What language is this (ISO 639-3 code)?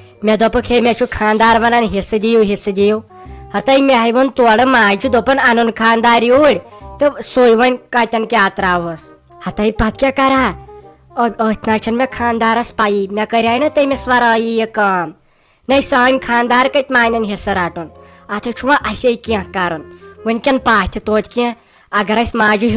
kas